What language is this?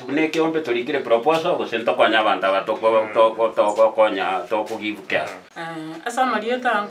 Gusii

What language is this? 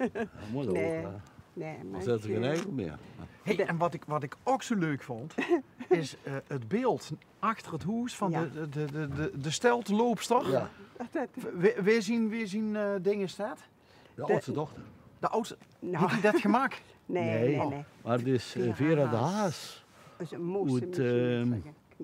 Limburgish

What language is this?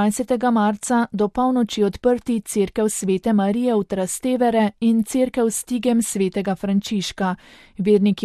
Slovenian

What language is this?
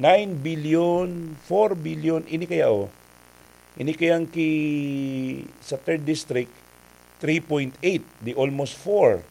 Bikol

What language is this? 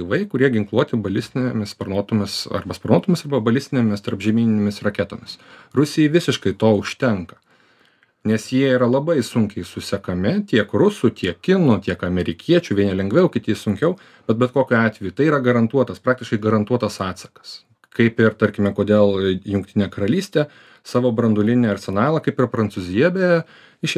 Lithuanian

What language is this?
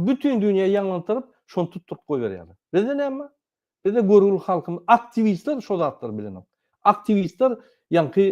Turkmen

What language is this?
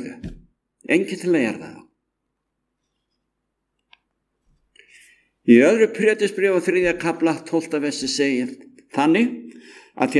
Icelandic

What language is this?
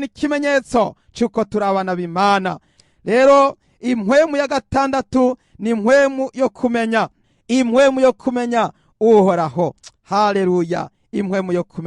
Rundi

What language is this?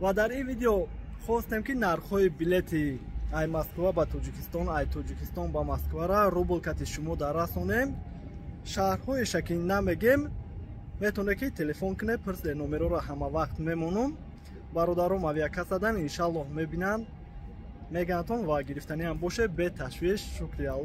Tajik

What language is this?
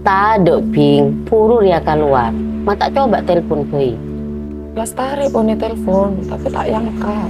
Madurese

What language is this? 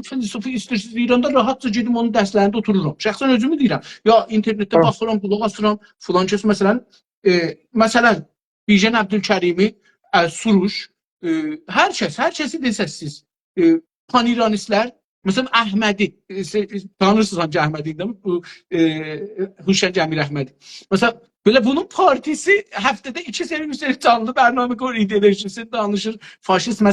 South Azerbaijani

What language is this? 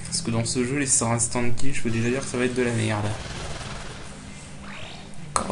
French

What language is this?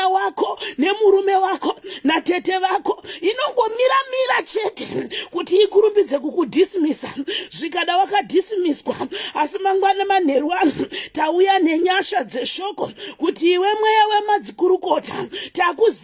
Shona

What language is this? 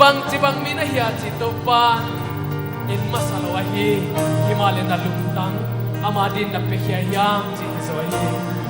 Paite Chin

